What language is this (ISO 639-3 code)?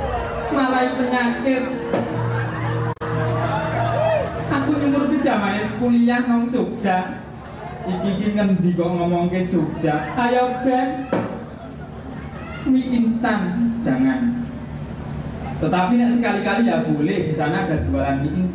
jav